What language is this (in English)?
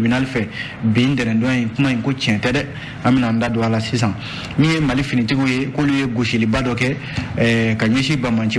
Bambara